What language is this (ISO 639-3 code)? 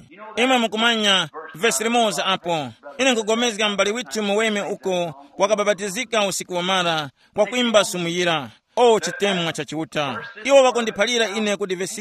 tum